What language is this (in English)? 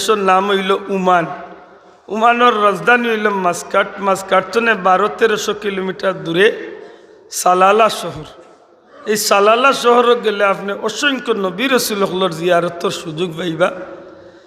Sylheti